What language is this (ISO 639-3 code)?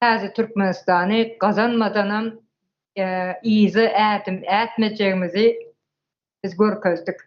tuk